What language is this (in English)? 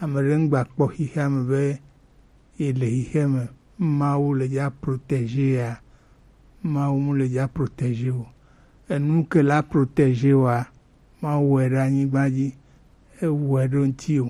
Gen